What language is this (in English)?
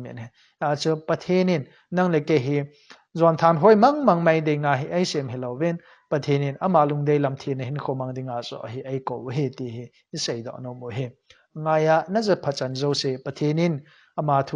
Thado Chin